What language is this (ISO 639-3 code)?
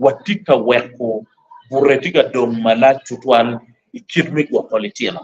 ach